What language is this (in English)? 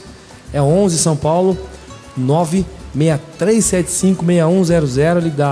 Portuguese